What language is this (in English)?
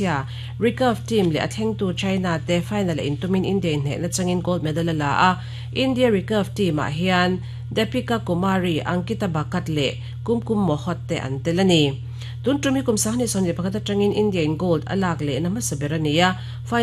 Mizo